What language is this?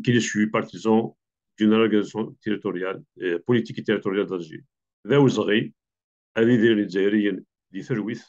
Kabyle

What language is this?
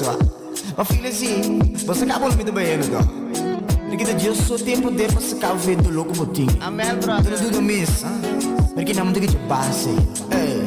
Papiamento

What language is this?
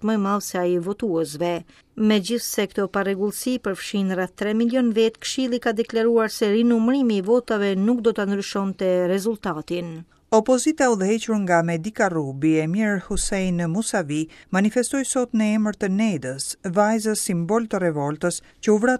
Albanian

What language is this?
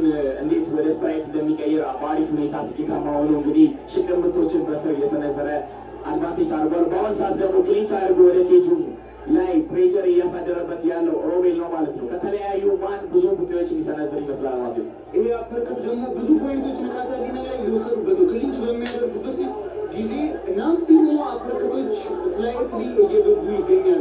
Amharic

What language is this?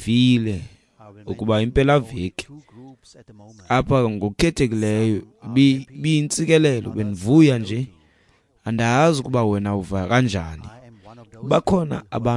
Xhosa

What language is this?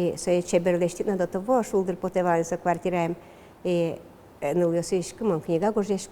Udmurt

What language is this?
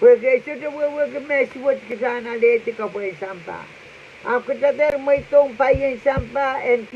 Pohnpeian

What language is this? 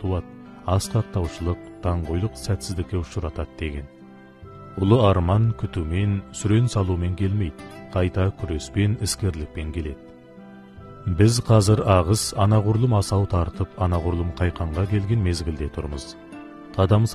Kazakh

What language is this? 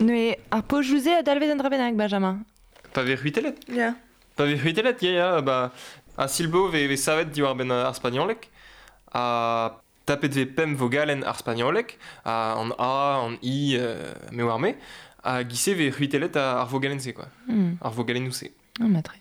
Breton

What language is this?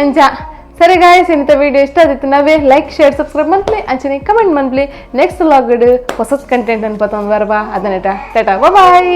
Tulu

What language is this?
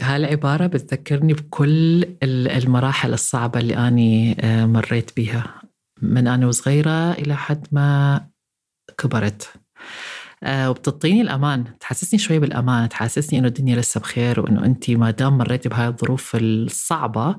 North Levantine Arabic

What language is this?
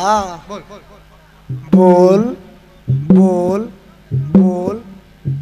Bhojpuri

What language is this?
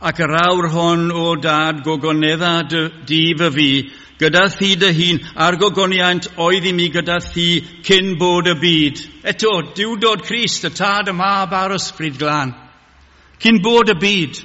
Welsh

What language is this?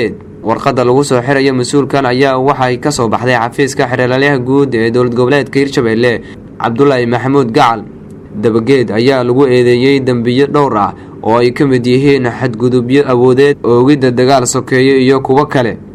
Somali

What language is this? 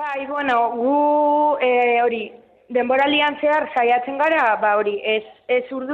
Basque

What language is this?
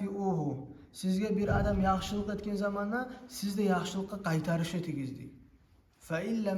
Kumyk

